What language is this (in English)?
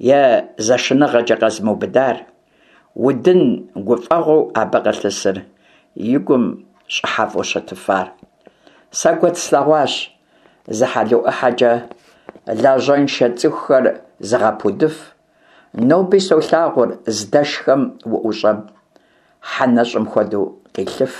Kabardian